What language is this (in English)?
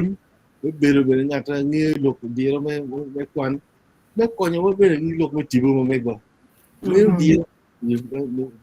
Acoli